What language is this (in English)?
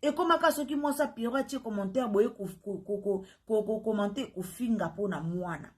Lingala